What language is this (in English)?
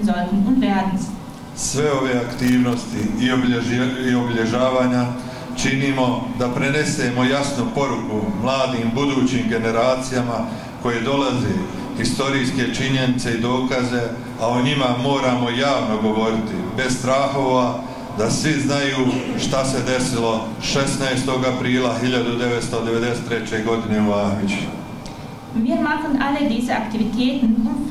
Bosnian